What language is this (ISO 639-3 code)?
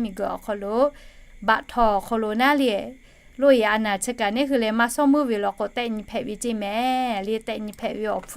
lhu